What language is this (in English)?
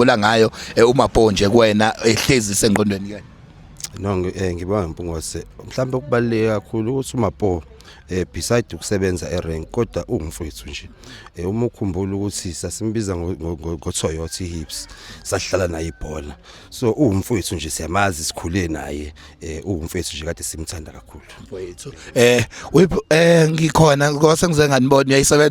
Zulu